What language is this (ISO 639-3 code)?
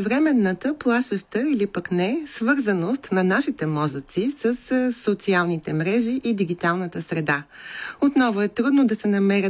bul